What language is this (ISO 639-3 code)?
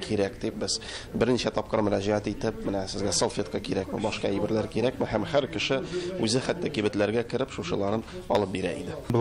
tat